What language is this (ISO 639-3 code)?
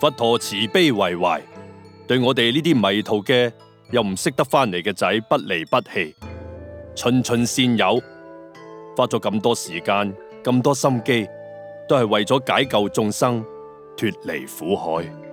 yue